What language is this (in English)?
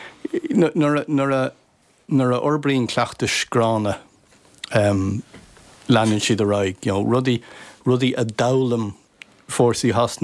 Irish